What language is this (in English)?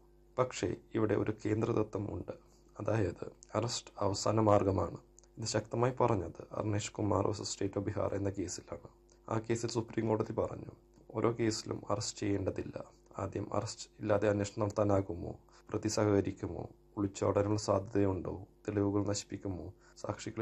Malayalam